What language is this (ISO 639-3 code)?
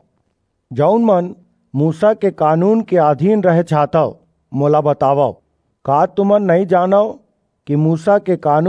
hne